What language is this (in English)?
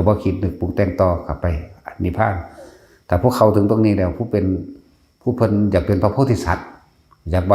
Northeastern Thai